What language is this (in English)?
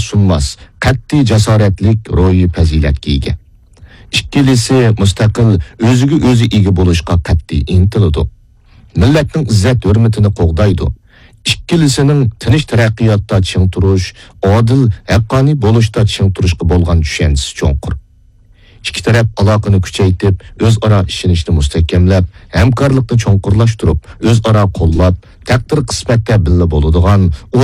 Uyghur